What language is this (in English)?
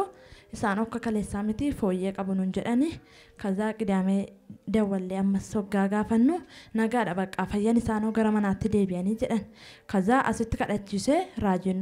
Oromo